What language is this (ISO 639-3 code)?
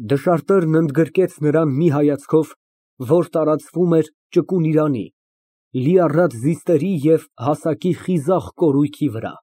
hye